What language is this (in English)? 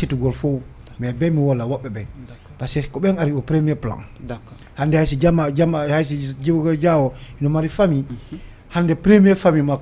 Fula